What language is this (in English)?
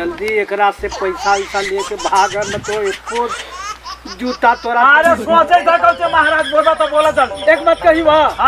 Magahi